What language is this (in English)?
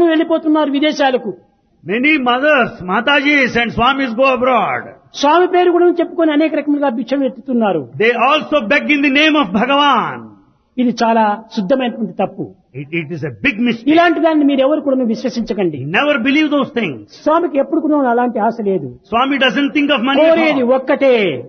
Telugu